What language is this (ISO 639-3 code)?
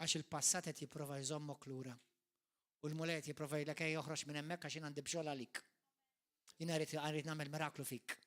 mlt